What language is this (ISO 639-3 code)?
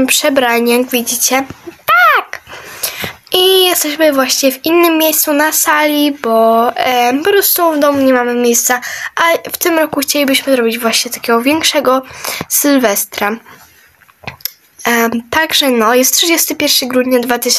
pol